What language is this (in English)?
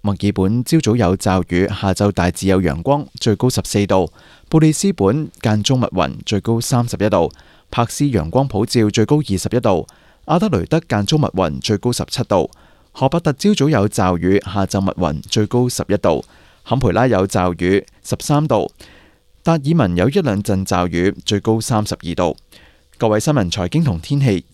Cantonese